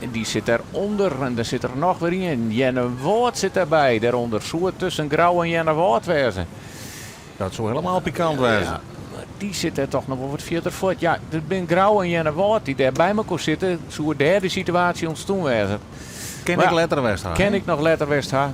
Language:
Western Frisian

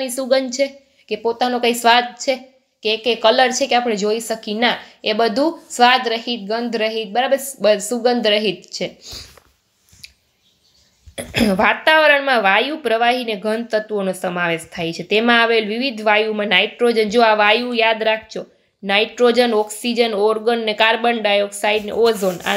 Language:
Gujarati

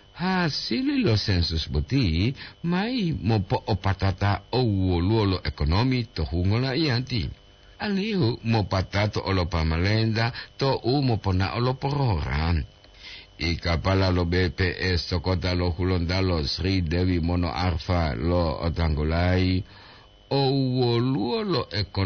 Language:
Gorontalo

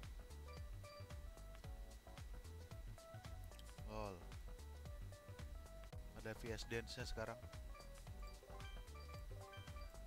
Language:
Indonesian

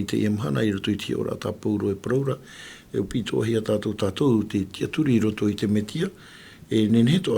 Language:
Tahitian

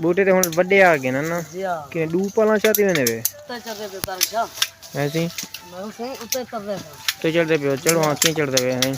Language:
Saraiki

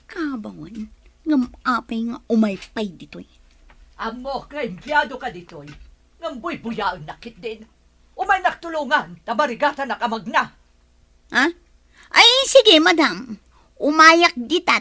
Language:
Iloko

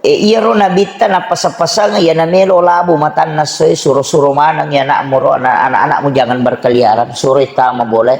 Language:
Buginese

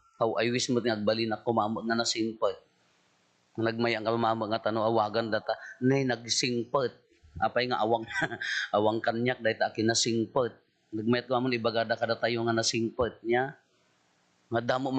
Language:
Iloko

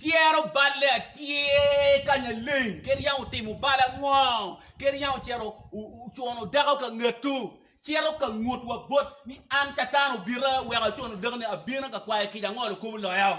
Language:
Acoli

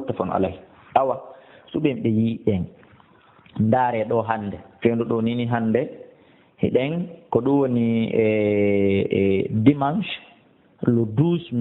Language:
Fula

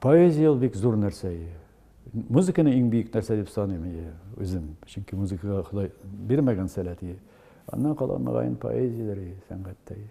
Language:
Tatar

